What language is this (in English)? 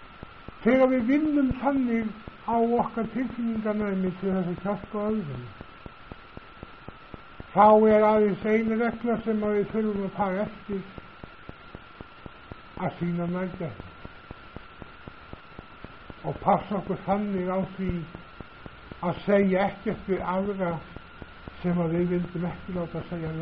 Icelandic